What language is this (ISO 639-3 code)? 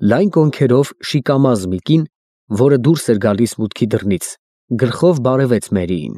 hye